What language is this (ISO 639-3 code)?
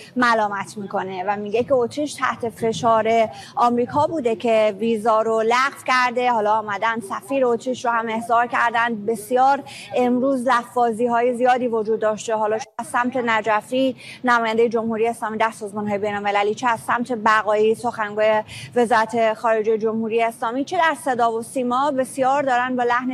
fas